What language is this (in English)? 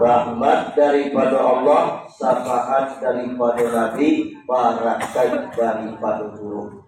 Minangkabau